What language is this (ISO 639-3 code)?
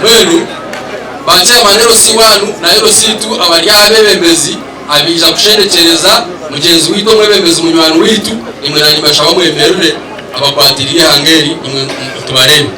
nyn